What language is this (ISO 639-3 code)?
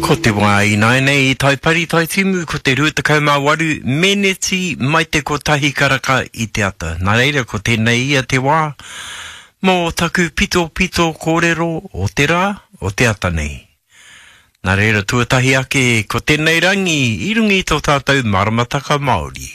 mri